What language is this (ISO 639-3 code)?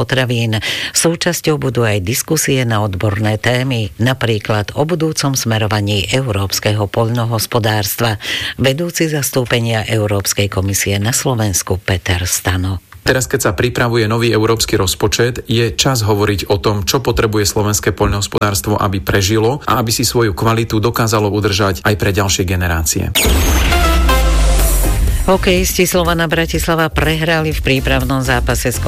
slk